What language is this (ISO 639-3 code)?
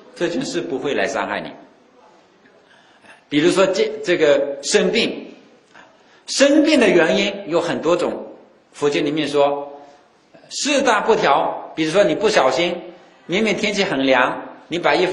zho